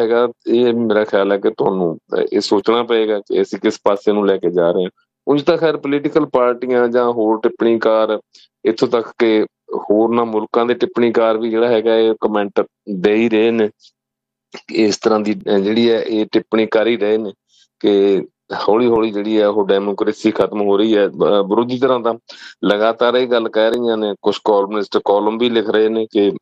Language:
Punjabi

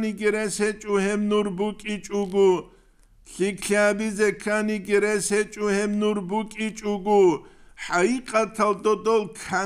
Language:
Avaric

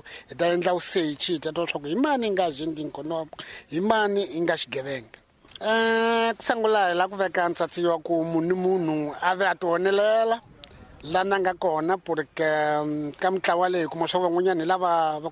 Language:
Tsonga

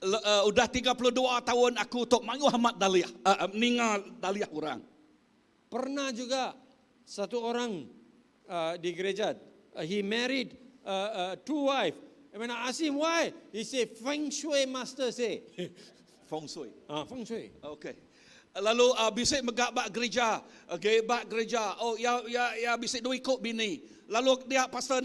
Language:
Iban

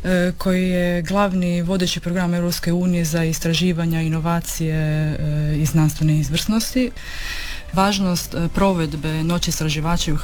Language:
Croatian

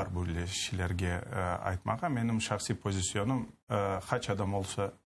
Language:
Crimean Tatar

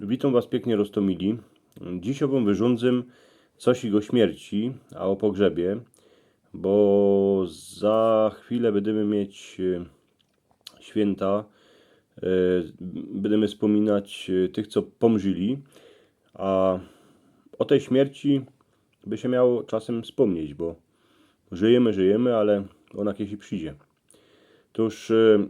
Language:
Silesian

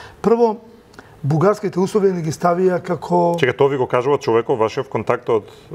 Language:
Macedonian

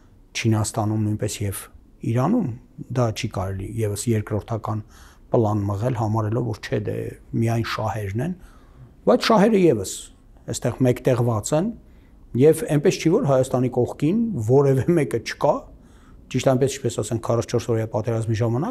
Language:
Armenian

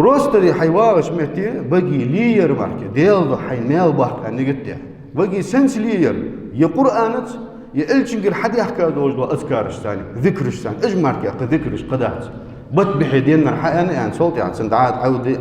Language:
Ingush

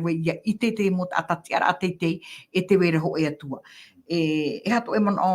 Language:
Tahitian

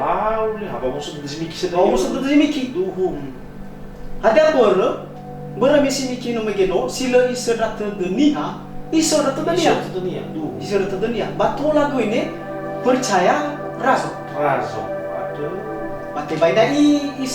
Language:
Nias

